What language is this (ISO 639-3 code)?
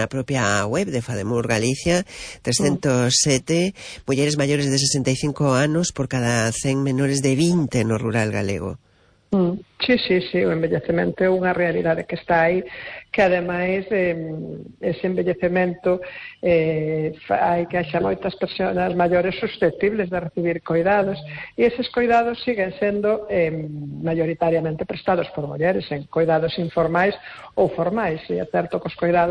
glg